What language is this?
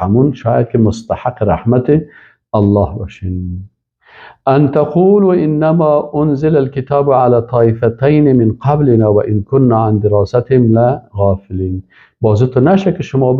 Persian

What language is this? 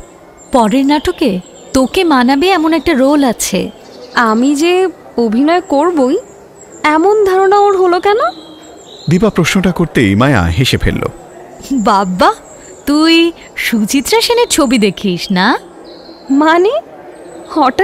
Bangla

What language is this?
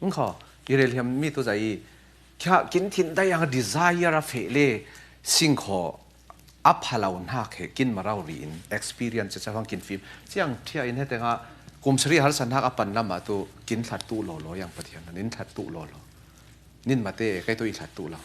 Falam Chin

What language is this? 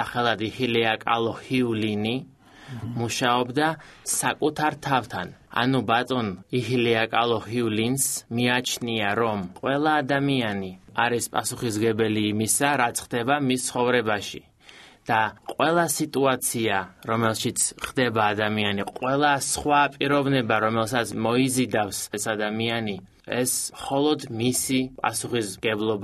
Georgian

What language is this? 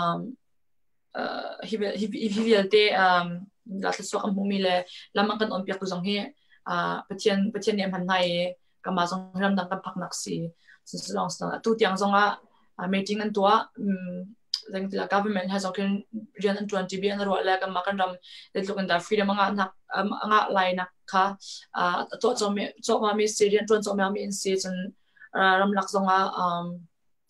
Hakha Chin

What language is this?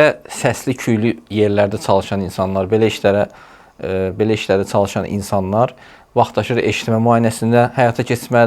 Azerbaijani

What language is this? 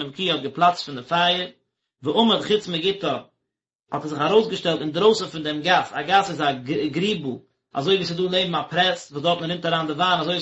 Yiddish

